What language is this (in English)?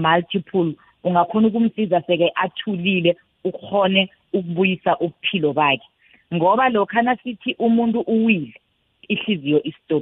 South Ndebele